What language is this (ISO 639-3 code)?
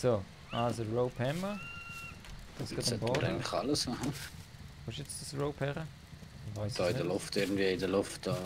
gsw